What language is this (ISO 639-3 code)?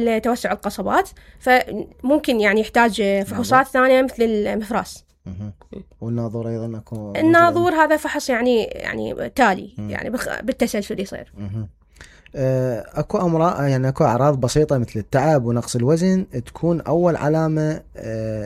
acm